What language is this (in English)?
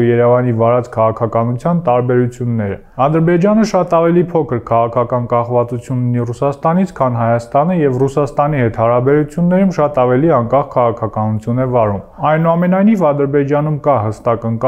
Armenian